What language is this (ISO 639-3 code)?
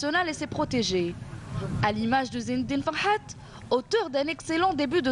fra